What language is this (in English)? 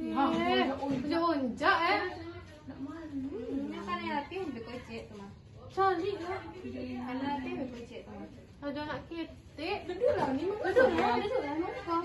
Minangkabau